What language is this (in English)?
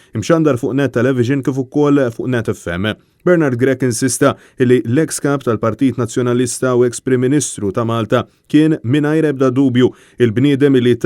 Maltese